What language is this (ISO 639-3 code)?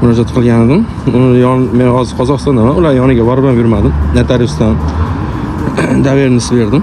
uzb